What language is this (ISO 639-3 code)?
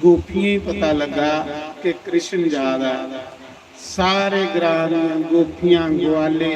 doi